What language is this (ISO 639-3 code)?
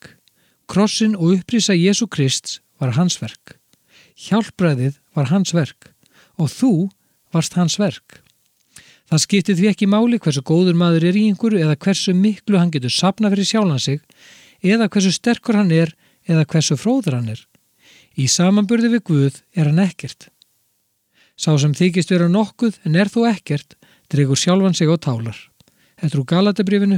isl